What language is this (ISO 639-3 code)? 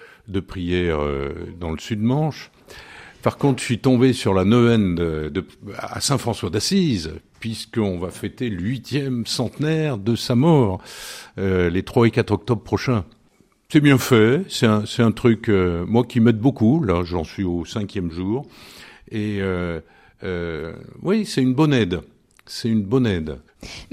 fra